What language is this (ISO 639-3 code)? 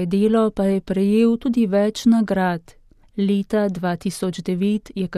slv